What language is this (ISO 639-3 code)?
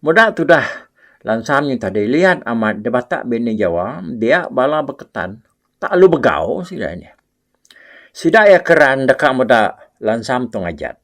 iba